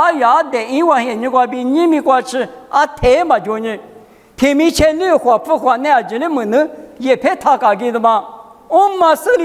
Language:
Lisu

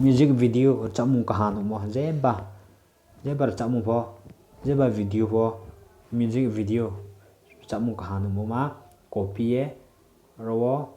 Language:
Riang (India)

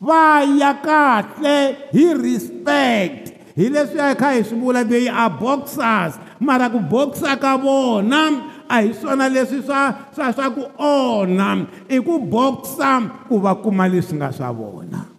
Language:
Tsonga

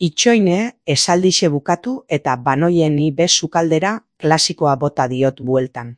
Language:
Basque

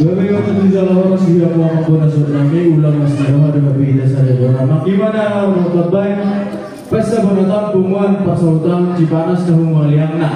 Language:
Batak Toba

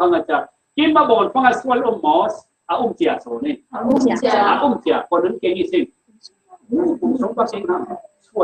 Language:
Falam Chin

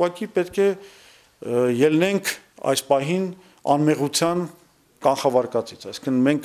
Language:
Armenian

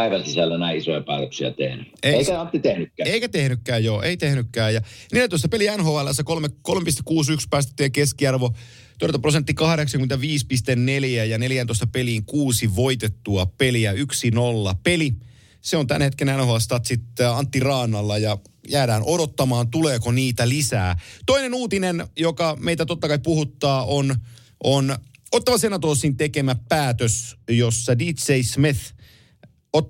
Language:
Finnish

